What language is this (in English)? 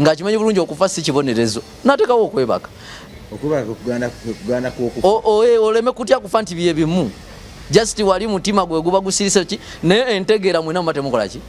Ganda